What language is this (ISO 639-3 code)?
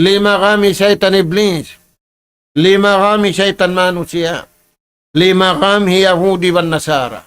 tsg